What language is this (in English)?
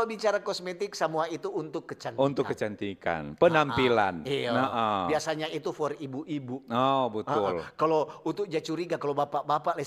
Manado Malay